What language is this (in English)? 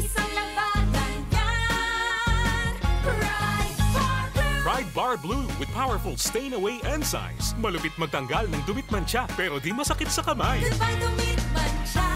Bikol